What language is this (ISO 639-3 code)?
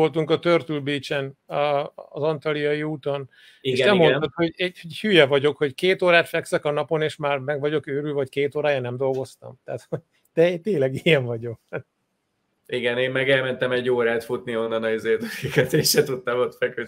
hun